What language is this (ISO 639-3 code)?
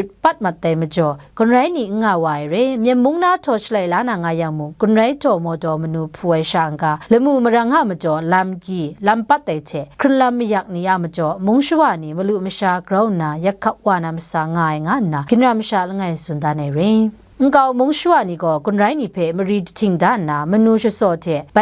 kac